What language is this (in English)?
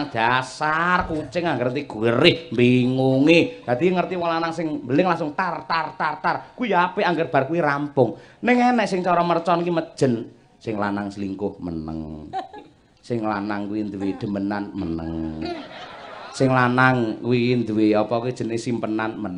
Javanese